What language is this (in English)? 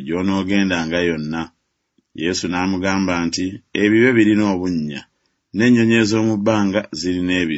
Ganda